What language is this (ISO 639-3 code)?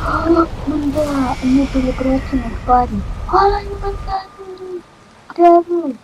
tat